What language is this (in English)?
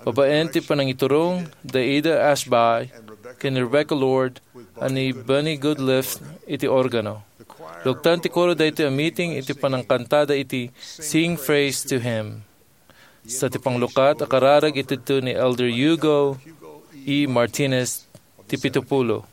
Iloko